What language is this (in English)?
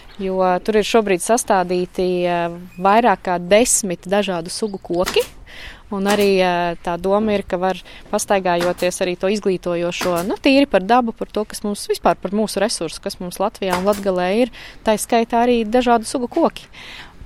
Latvian